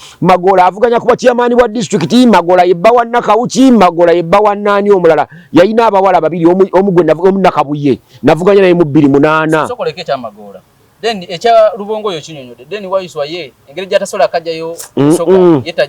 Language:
Ganda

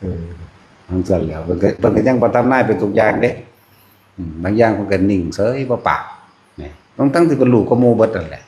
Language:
Northeastern Thai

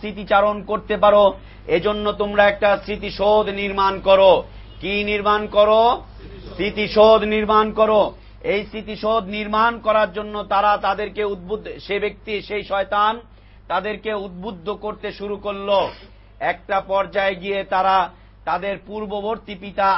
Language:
Bangla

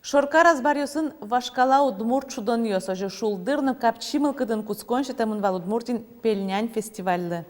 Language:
Udmurt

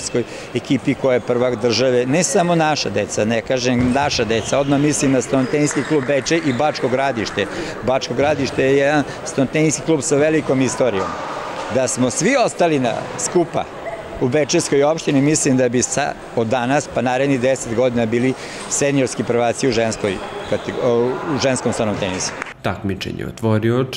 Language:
Serbian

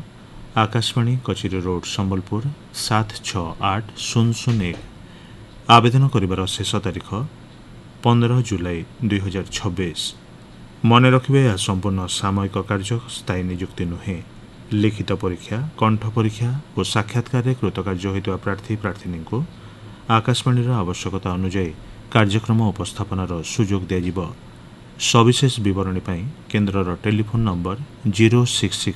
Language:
Odia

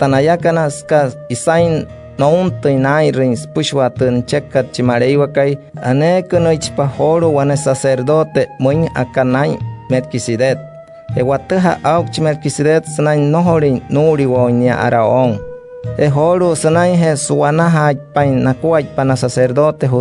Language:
Wayuu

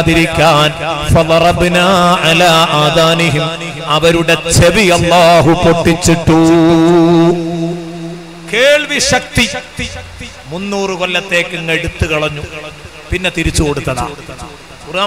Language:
Malayalam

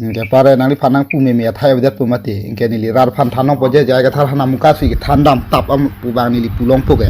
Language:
Karbi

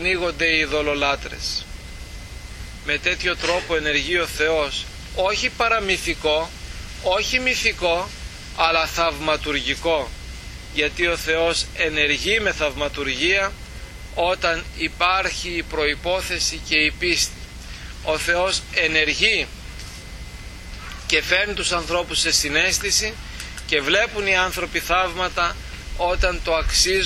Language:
Greek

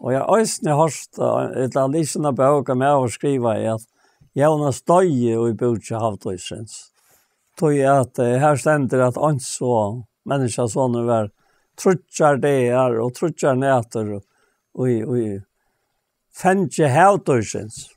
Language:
Faroese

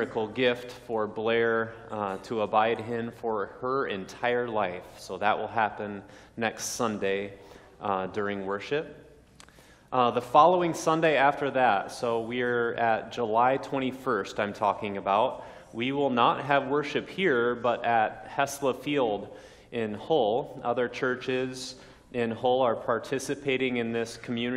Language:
English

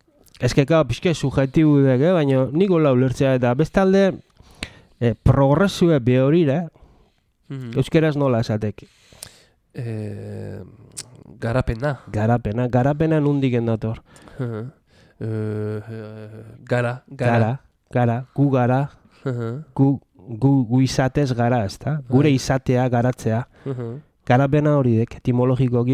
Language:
Basque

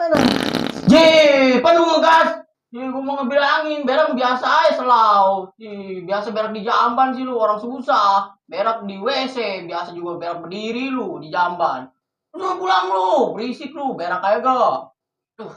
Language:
Betawi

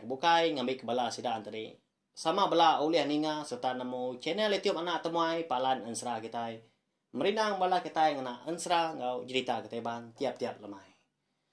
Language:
Iban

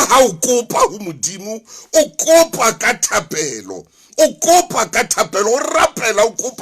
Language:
Southern Sotho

